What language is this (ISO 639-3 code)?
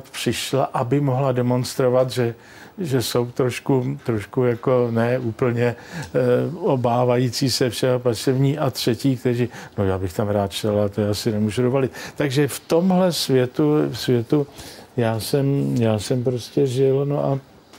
ces